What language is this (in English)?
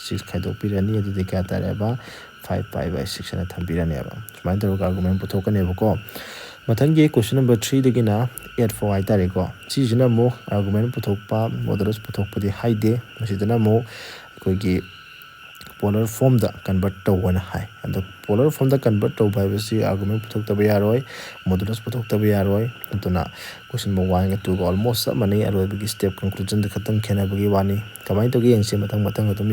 Manipuri